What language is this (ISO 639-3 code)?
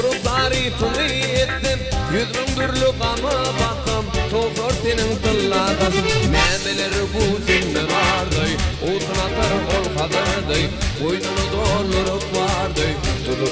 tuk